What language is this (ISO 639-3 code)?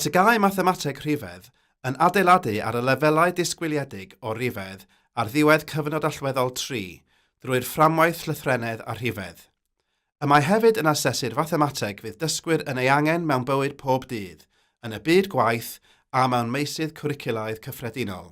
cym